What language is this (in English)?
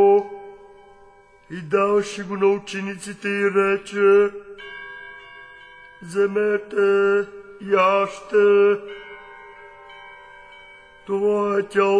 Bulgarian